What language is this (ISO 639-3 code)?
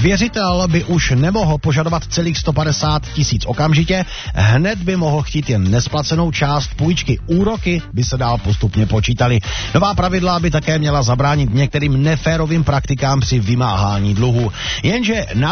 ces